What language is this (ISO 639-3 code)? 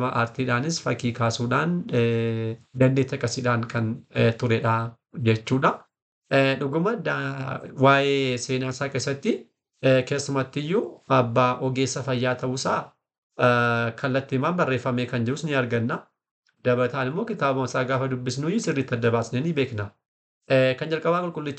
orm